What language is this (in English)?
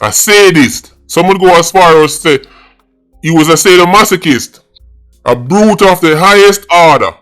Jamaican Creole English